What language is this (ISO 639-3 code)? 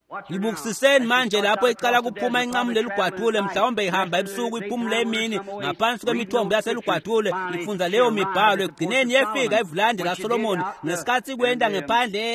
ssw